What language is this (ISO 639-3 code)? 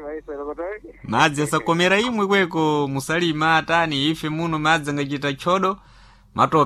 seh